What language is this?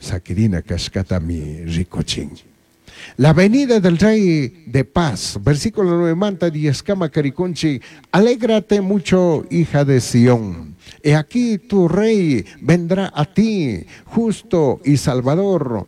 Chimborazo Highland Quichua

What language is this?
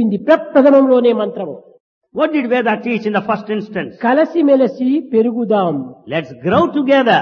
Telugu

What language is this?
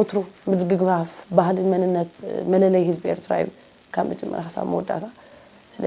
Tigrinya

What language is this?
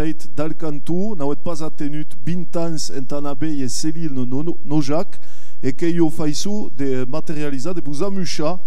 Occitan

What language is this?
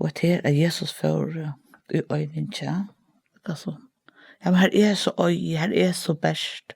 Faroese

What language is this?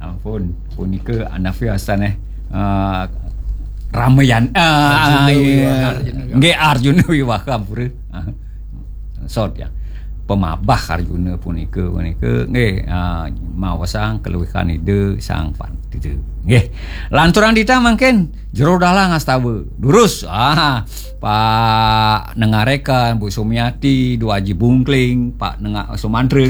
Balinese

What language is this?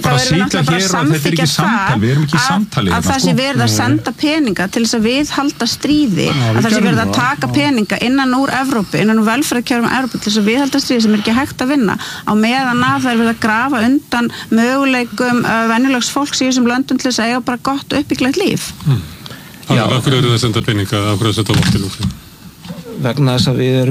Icelandic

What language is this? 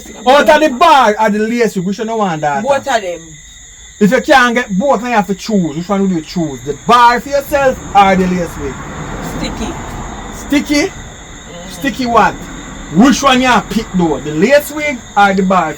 Jamaican Creole English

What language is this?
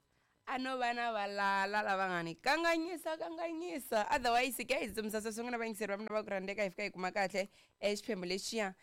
Tsonga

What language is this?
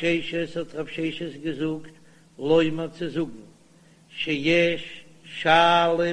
Yiddish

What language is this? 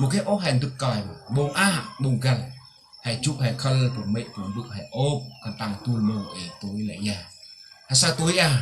Central Mnong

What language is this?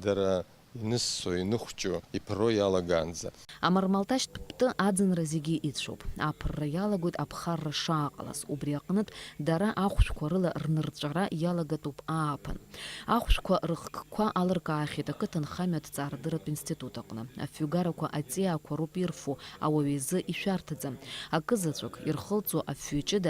Abkhazian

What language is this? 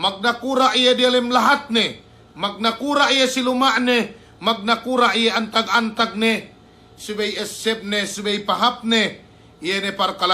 Yakan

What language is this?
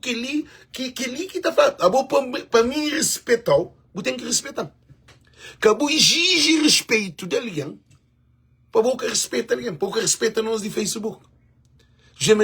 Kabuverdianu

